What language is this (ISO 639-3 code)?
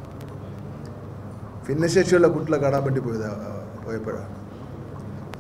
mal